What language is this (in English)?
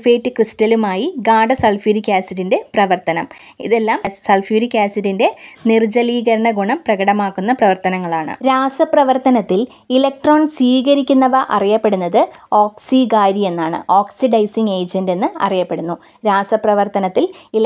Malayalam